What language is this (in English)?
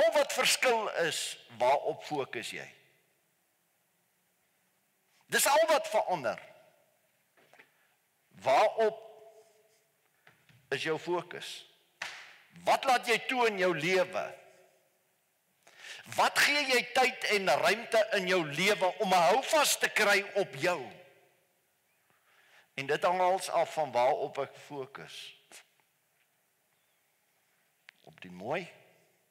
Afrikaans